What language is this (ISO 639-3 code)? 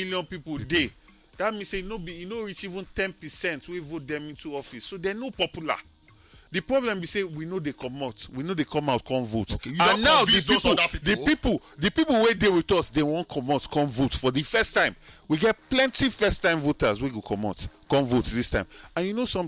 pcm